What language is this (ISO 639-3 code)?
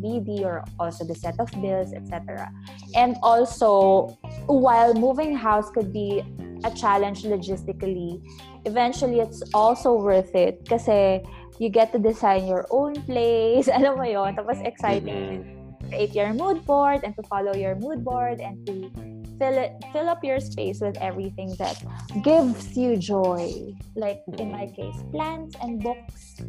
fil